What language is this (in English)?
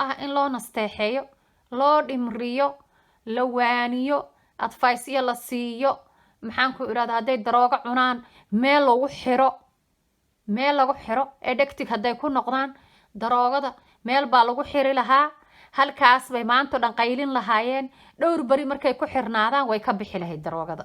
Somali